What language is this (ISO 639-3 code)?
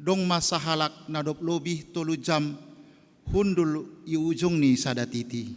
bts